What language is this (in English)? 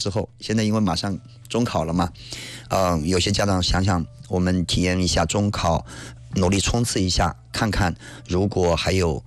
Chinese